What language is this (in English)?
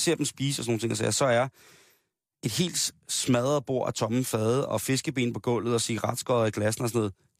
Danish